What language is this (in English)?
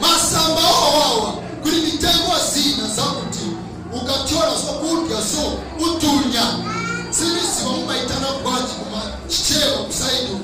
Nyanja